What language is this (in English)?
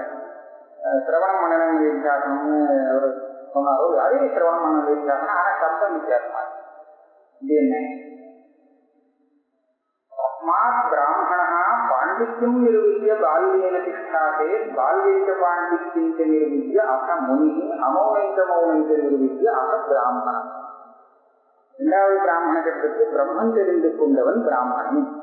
Tamil